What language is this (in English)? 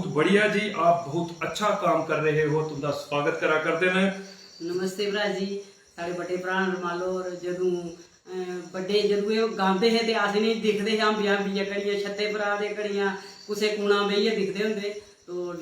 Dogri